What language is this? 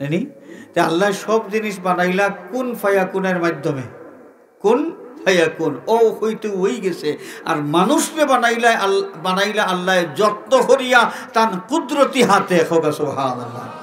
Sylheti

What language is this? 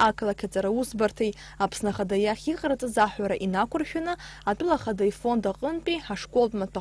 Abkhazian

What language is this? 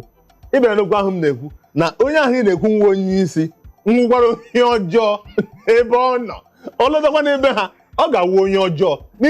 Igbo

